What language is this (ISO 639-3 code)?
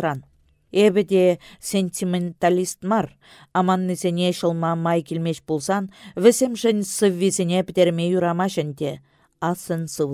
chv